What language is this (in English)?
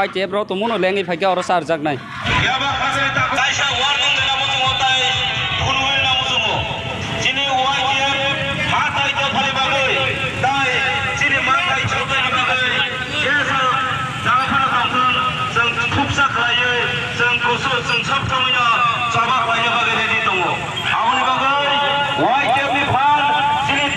Kok Borok